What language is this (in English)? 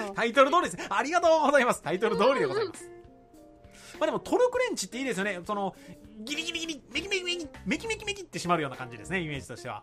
Japanese